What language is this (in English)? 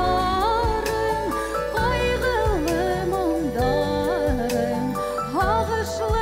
Bashkir